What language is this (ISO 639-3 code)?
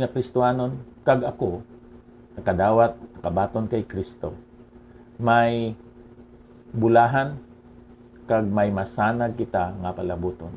hil